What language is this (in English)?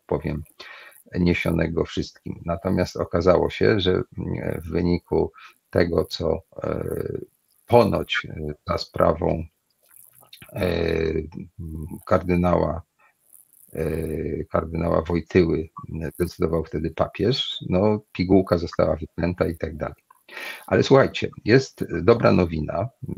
Polish